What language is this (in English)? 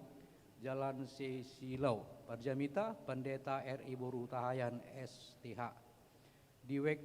Batak Toba